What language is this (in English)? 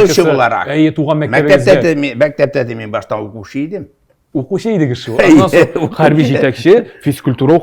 Tatar